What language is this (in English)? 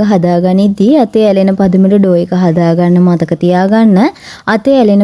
Sinhala